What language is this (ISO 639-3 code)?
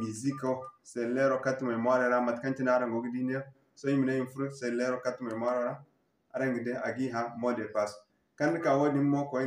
dje